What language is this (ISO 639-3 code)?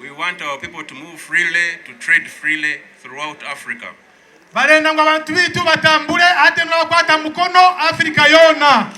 nyn